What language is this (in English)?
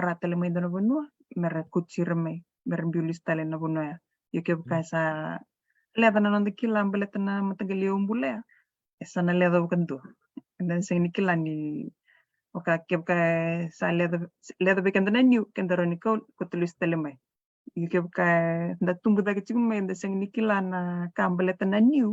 Fijian